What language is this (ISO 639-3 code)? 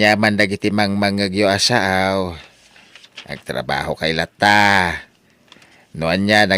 ilo